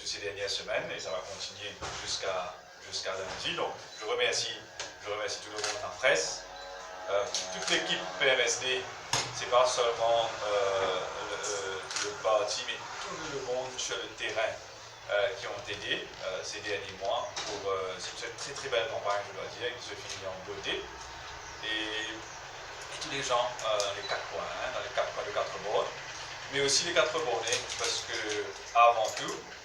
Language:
Morisyen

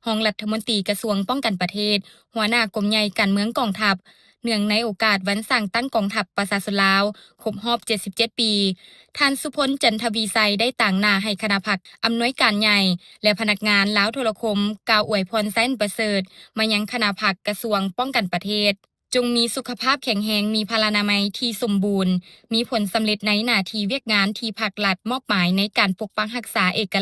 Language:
Lao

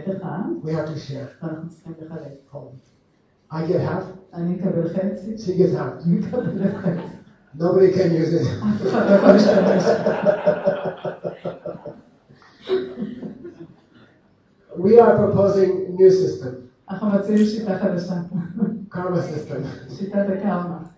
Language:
Hebrew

